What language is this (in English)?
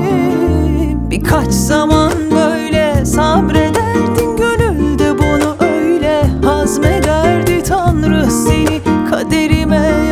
Turkish